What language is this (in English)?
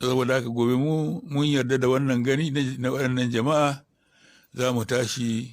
Hausa